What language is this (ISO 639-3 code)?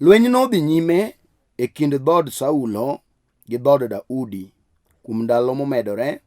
luo